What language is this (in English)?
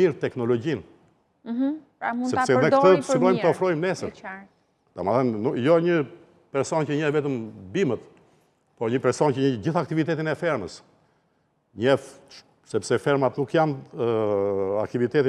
Albanian